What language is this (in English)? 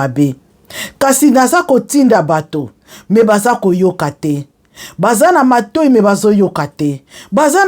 Lingala